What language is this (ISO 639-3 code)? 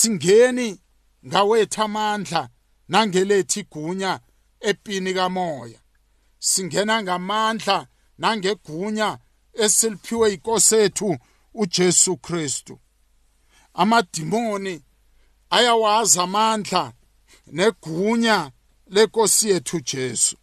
nbl